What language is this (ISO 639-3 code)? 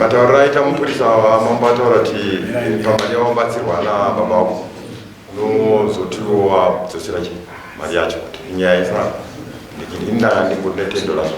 sna